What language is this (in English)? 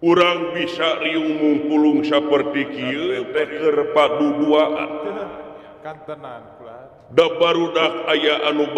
Sundanese